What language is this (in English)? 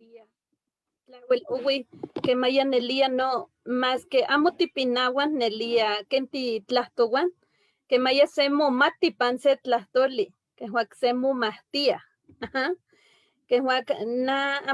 Eastern Huasteca Nahuatl